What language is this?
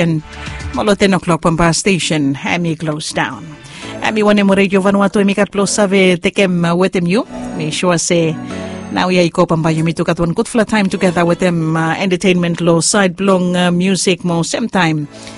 Bislama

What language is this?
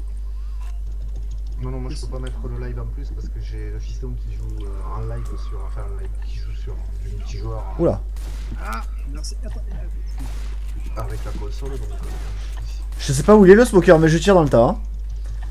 French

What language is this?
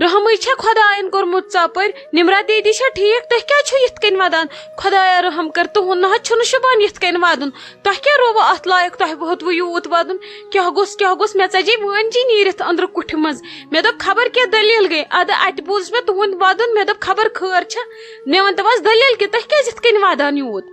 Kashmiri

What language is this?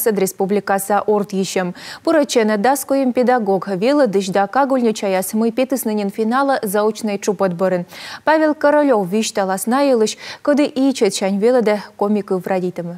Komi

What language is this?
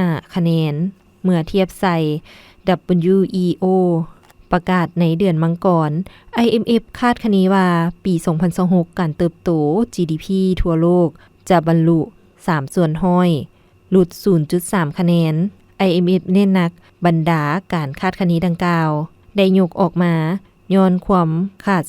Lao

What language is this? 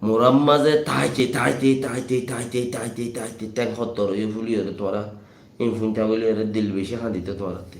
Rohingya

